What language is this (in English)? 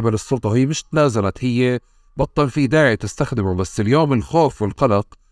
North Levantine Arabic